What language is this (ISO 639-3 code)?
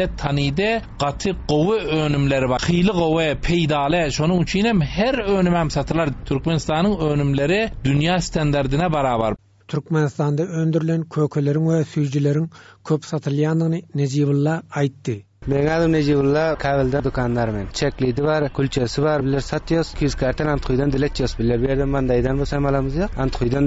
tuk